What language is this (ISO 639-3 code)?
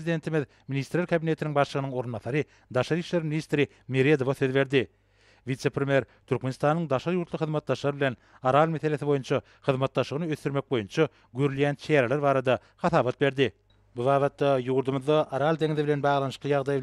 tuk